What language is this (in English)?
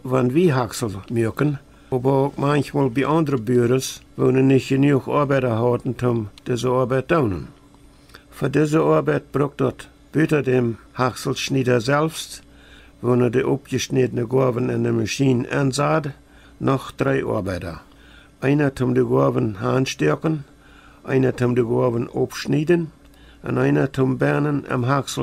Plautdietsch